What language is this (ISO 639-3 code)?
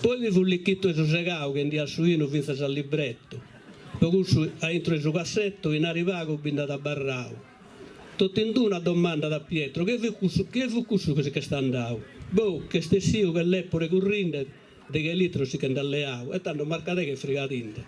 srd